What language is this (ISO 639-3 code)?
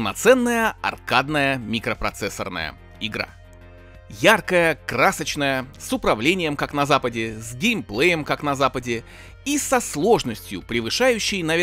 rus